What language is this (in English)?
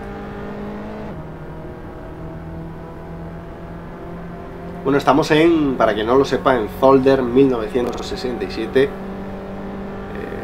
Spanish